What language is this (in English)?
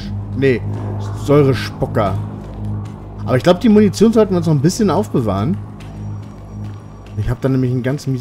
German